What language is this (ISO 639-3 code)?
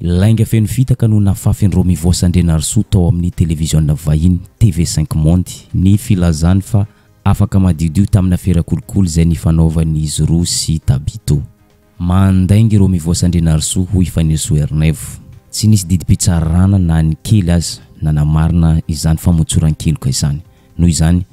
mlg